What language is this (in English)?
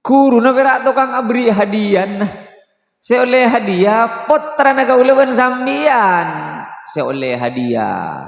Madurese